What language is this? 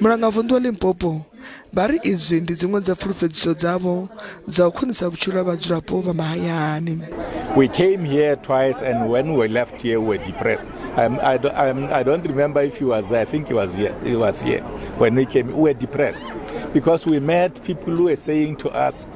Venda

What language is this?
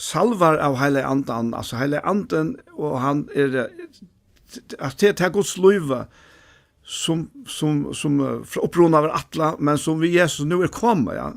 Faroese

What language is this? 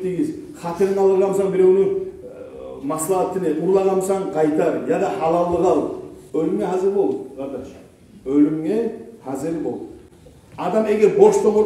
Kumyk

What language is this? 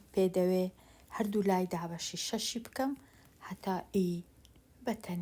Central Kurdish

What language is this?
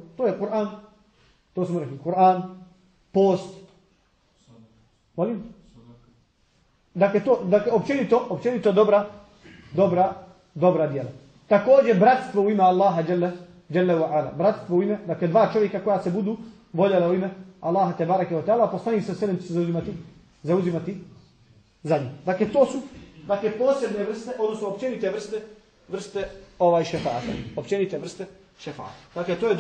Bosnian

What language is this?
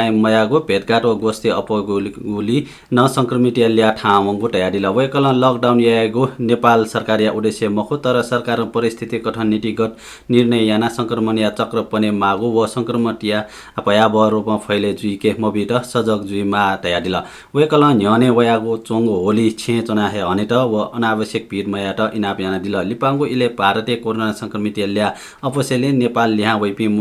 Newari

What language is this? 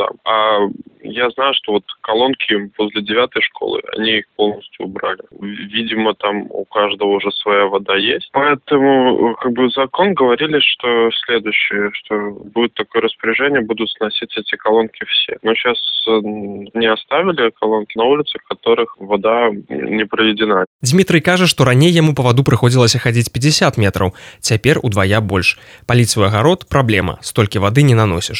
Belarusian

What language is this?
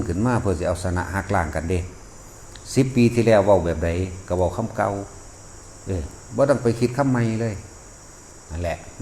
Northeastern Thai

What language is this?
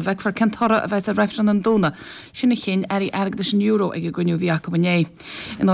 Irish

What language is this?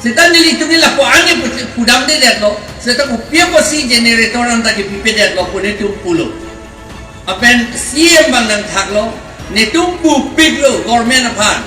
Karbi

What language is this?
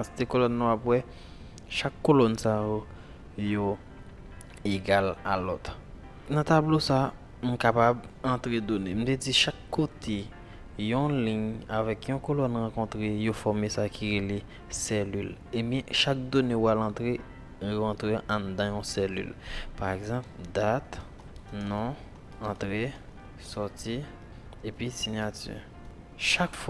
Haitian Creole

